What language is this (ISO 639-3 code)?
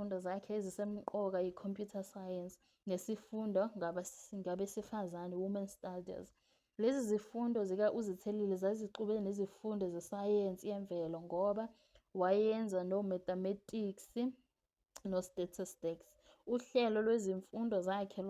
zul